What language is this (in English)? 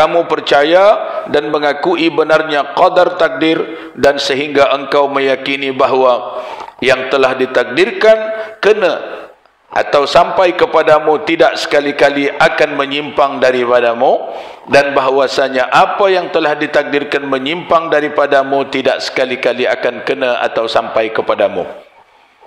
Malay